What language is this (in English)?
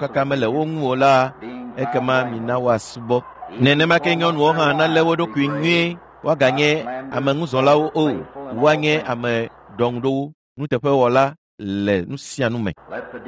Ewe